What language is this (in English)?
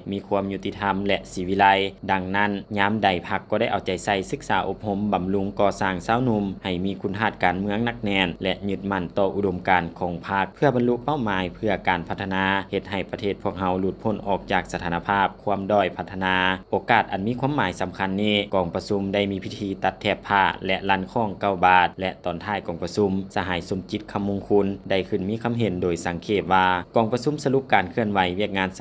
Lao